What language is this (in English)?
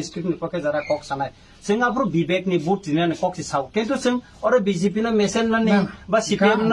Riang (India)